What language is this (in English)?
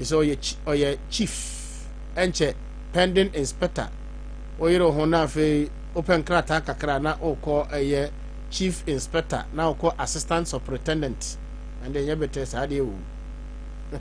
Akan